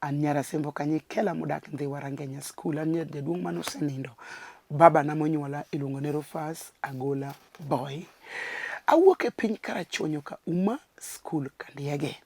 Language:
Luo (Kenya and Tanzania)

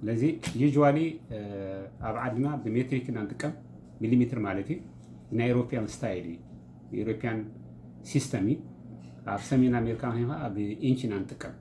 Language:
Tigrinya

